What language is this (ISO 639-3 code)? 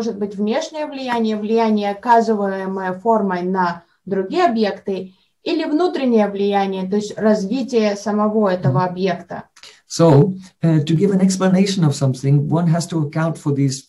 rus